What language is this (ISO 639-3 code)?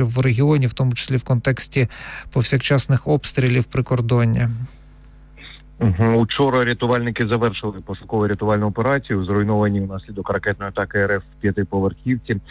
ukr